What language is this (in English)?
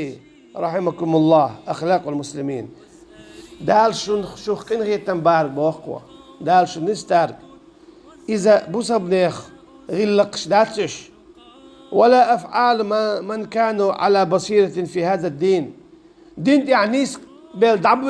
Chechen